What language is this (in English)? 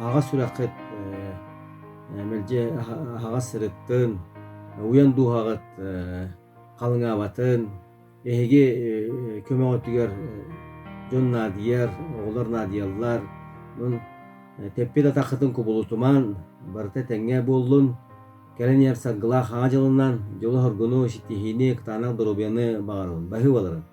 Yakut